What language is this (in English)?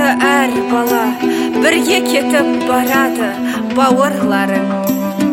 Kazakh